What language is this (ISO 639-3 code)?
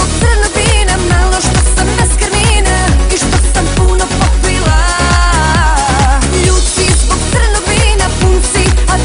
hrv